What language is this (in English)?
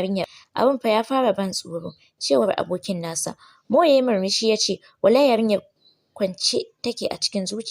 Hausa